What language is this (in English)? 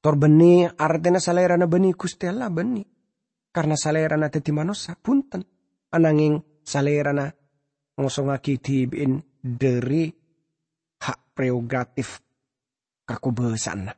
Madurese